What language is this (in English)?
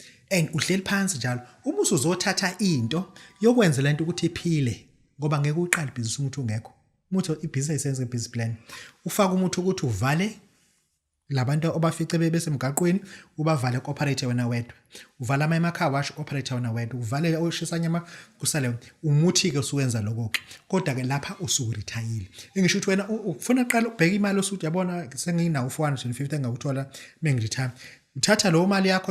Zulu